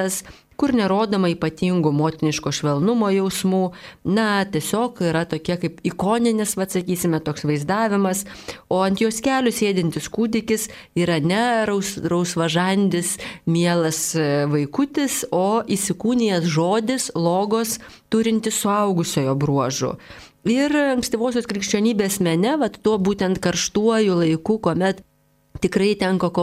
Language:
Lithuanian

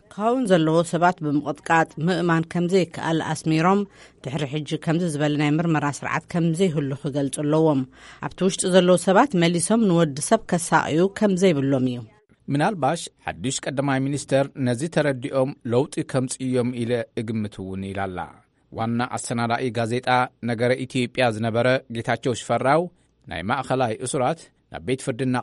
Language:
Tigrinya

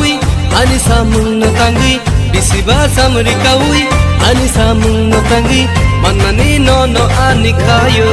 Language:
Kok Borok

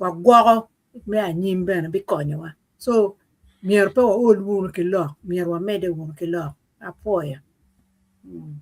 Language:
Acoli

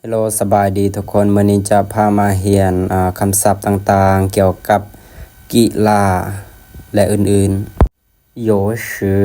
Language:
Lao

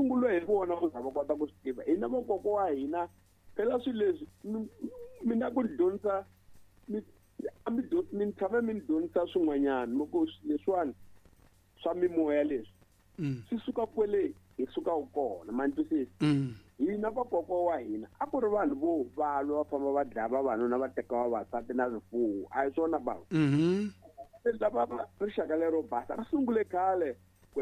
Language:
Tsonga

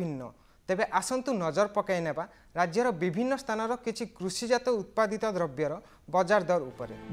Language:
Odia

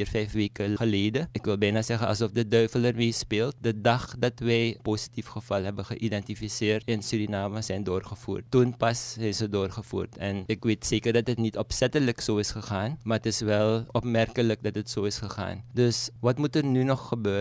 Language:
Dutch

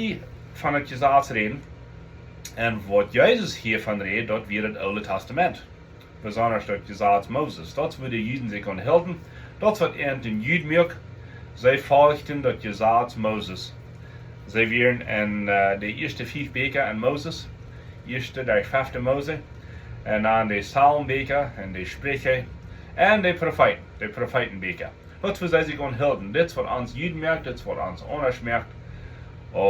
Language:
Plautdietsch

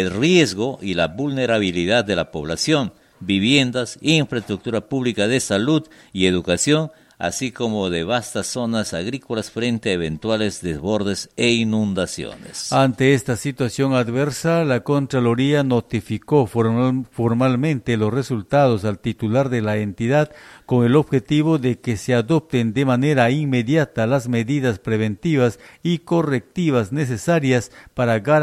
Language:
Spanish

